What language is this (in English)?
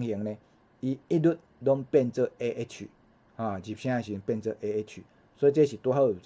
Min Nan Chinese